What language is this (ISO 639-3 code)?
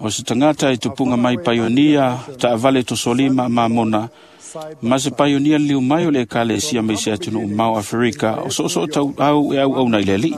smo